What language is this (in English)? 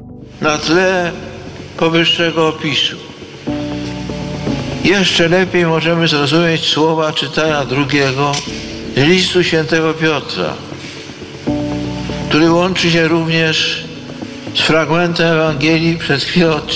Polish